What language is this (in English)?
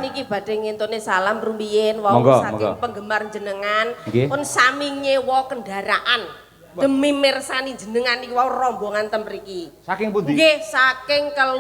Javanese